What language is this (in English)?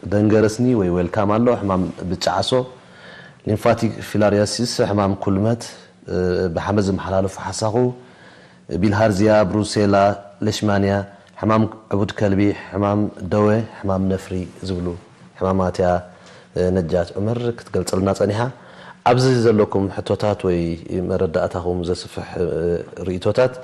Tigrinya